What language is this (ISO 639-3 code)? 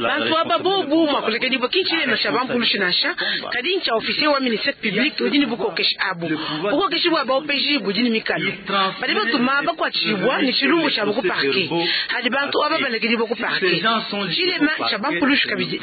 lua